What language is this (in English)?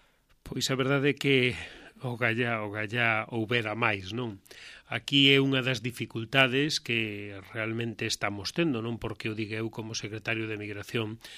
Galician